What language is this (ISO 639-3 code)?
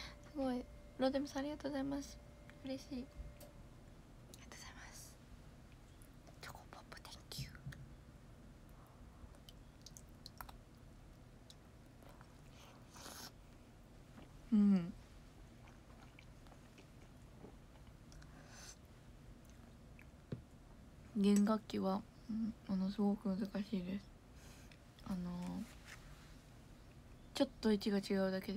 jpn